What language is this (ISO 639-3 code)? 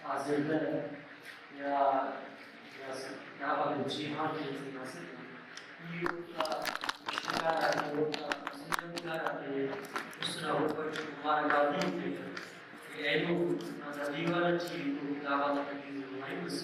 brh